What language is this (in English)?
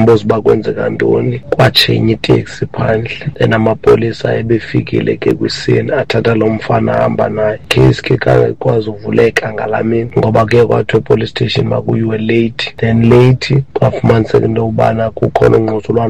Xhosa